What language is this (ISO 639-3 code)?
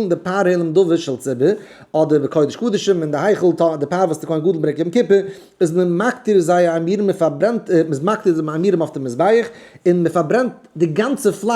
yid